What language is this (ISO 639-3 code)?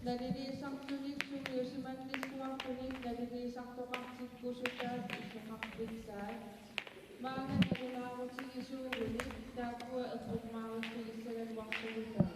kal